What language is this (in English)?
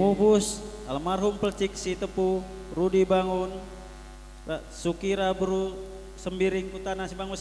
Batak Karo